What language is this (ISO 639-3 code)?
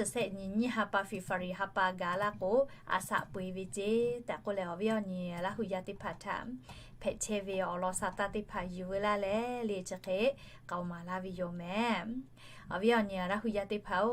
lhu